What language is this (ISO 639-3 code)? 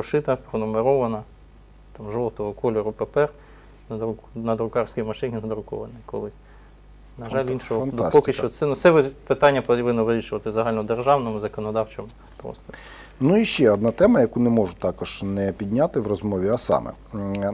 ukr